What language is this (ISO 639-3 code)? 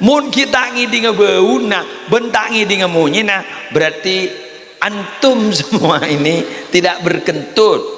mad